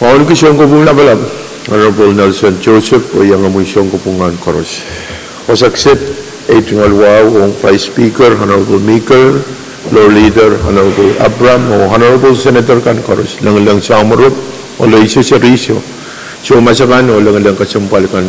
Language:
Pohnpeian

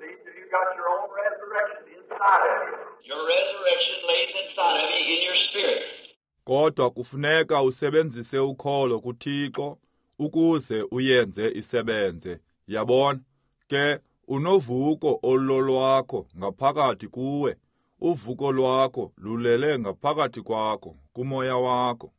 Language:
Xhosa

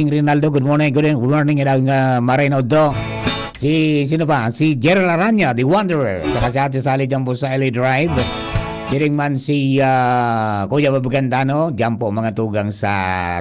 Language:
Bikol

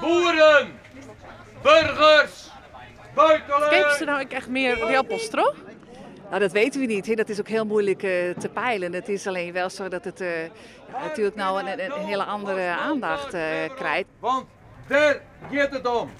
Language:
Western Frisian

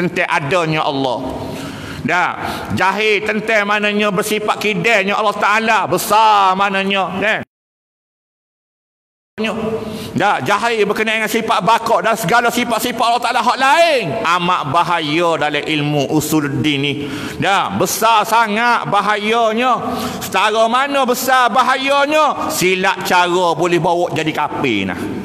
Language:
Malay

